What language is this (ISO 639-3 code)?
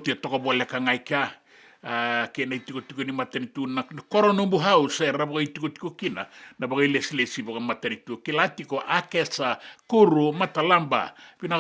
fij